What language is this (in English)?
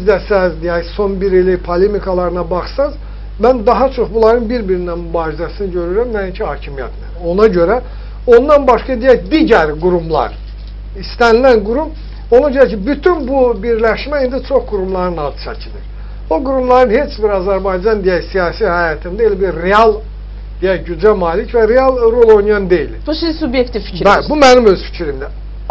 Azerbaijani